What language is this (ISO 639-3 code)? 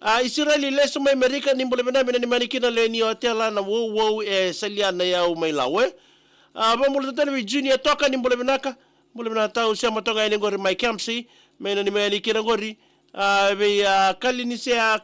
fij